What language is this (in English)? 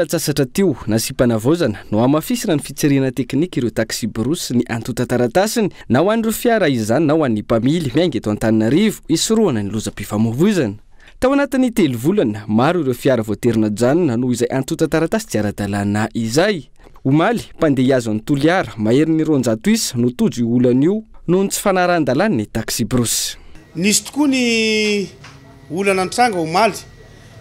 Malagasy